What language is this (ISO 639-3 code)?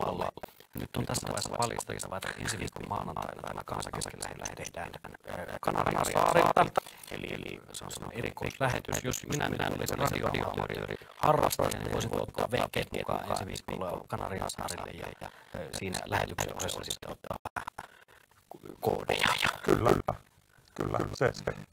fin